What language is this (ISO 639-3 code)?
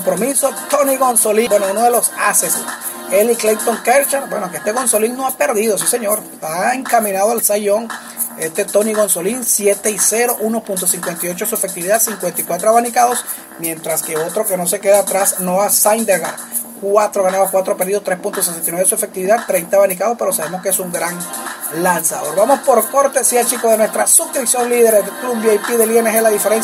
spa